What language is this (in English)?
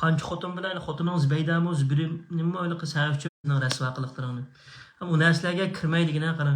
Uyghur